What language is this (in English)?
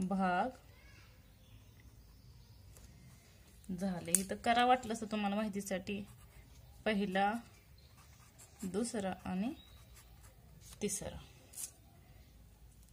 Marathi